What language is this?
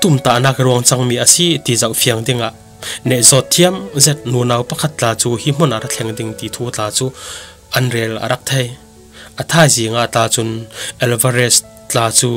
Falam Chin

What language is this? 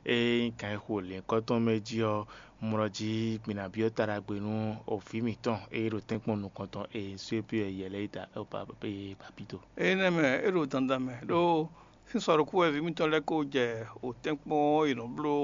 Fon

